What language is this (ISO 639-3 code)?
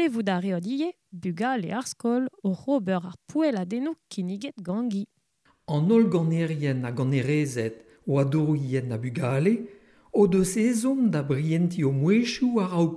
bre